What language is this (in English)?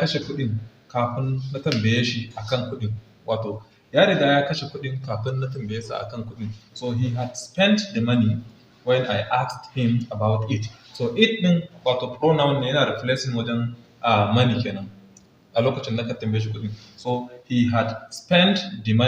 Hausa